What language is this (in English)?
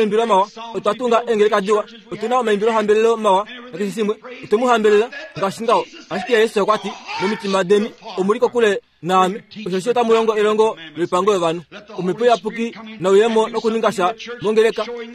Kuanyama